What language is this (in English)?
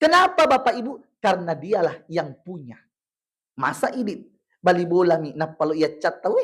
Buginese